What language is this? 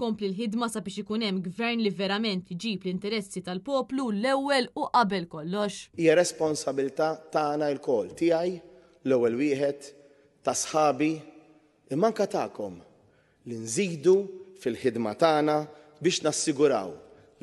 Maltese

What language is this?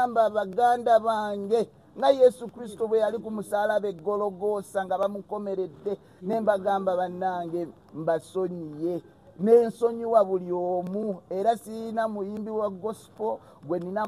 Ganda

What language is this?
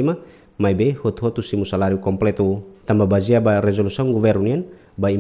Tetum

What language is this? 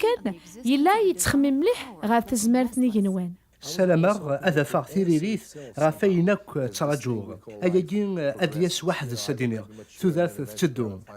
Kabyle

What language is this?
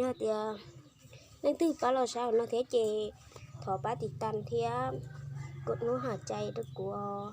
Hmong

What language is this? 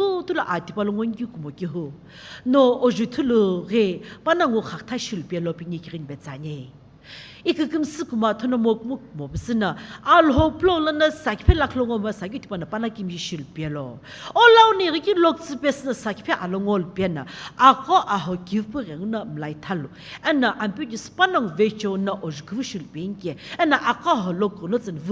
Sumi Naga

